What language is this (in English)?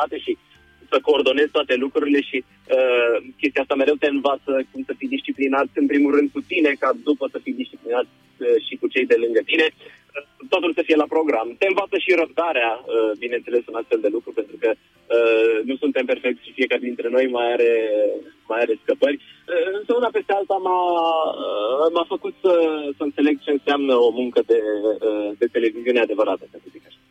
Romanian